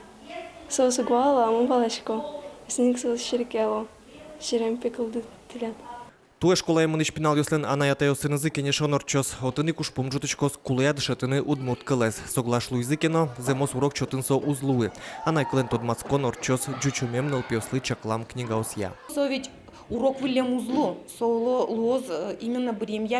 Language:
Udmurt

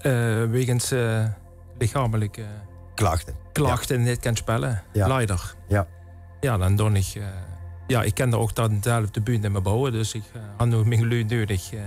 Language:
Limburgish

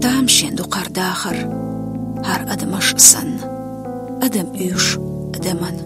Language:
Chechen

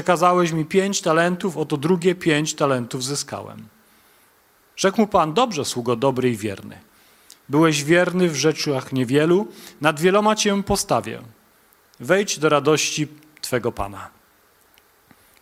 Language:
Polish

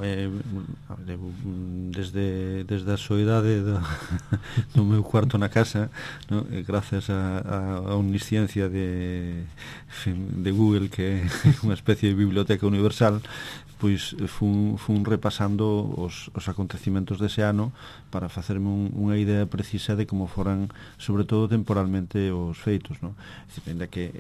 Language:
Galician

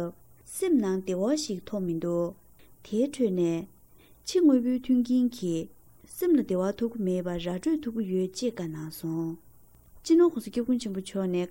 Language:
Tibetan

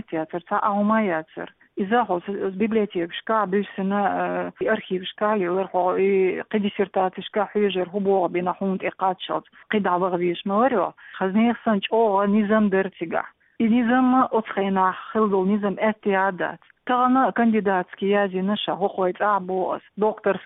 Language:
Chechen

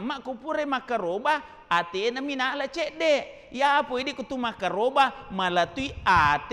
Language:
Buginese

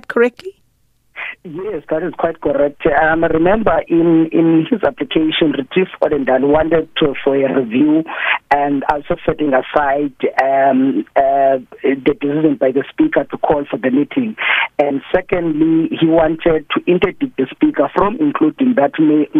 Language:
English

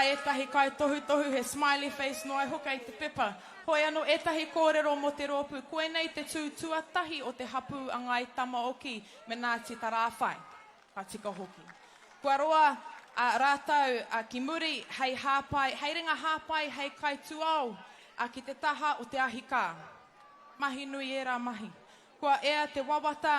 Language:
Māori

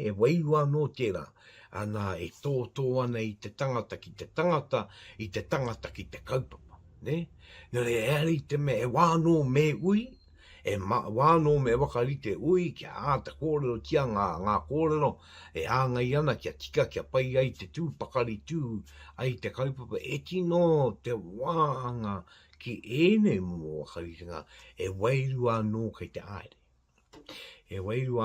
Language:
Māori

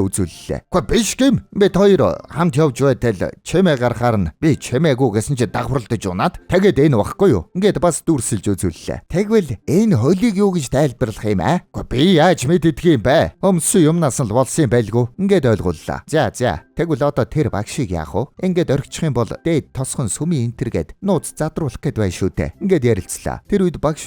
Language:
Mongolian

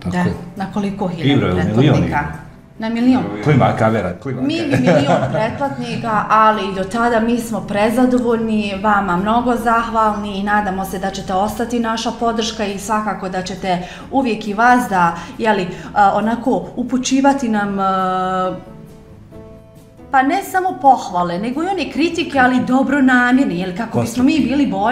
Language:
Bosnian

